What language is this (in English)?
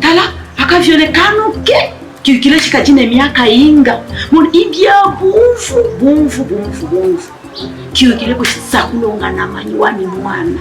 Luba-Katanga